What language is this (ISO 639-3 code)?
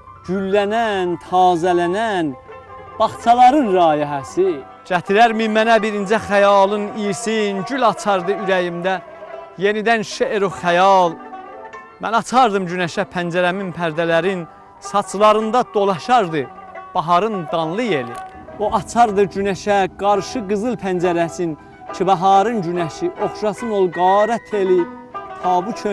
azb